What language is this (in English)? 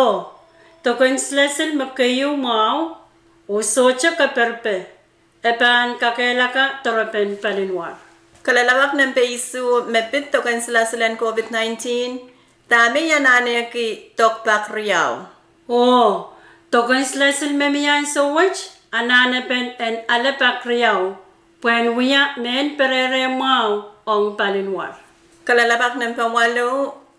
Pohnpeian